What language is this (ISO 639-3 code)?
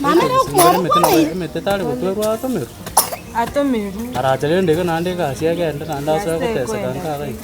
guz